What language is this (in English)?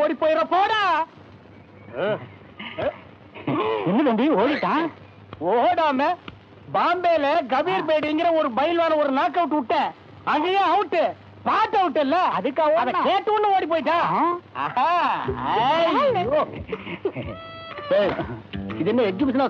Tamil